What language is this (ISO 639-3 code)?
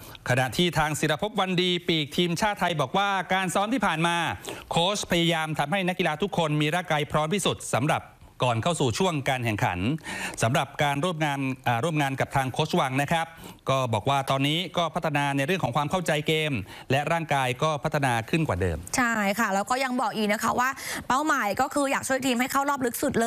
tha